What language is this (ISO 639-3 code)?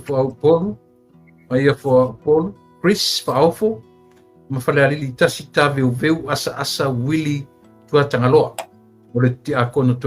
smo